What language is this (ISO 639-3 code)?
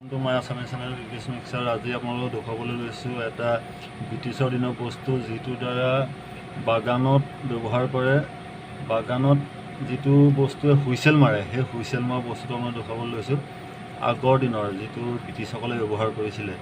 asm